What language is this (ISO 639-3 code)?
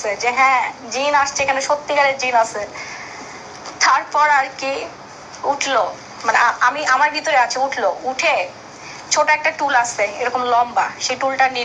ben